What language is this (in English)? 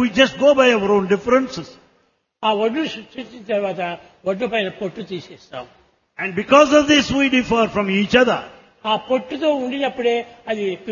Telugu